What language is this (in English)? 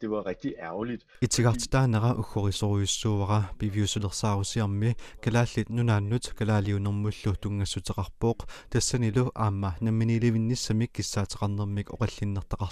Kalaallisut